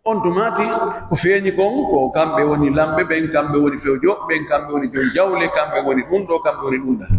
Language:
Pular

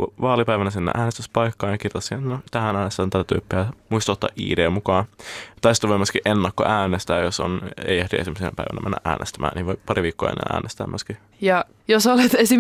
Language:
Finnish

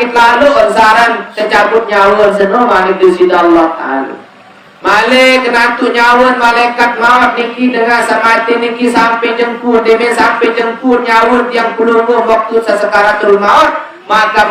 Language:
Sasak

